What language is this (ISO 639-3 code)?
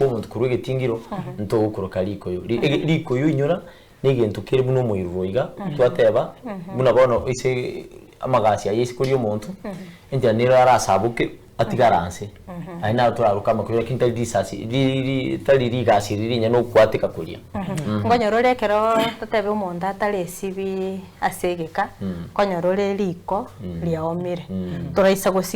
guz